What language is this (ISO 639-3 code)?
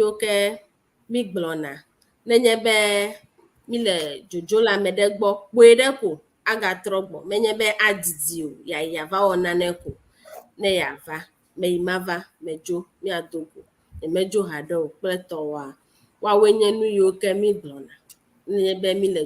ewe